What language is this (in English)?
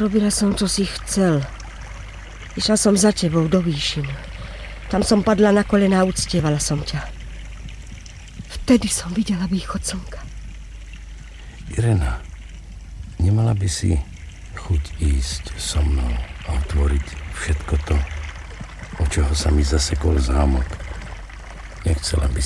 Slovak